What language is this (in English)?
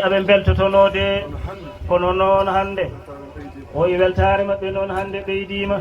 Fula